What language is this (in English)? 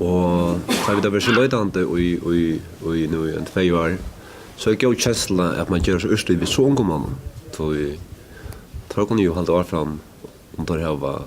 Faroese